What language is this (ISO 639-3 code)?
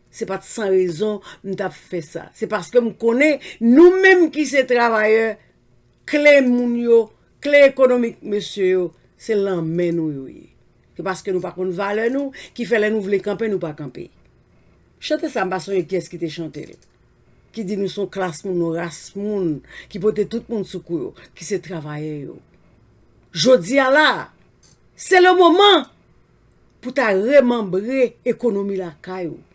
hat